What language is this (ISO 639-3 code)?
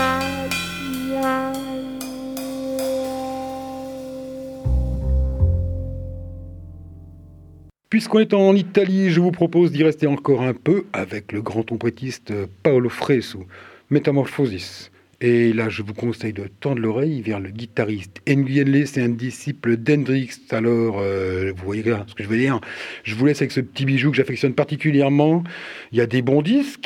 fra